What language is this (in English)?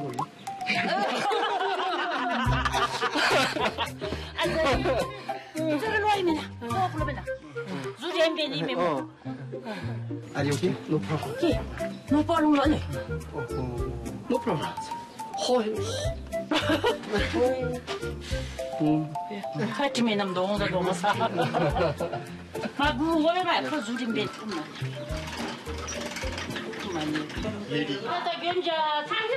Korean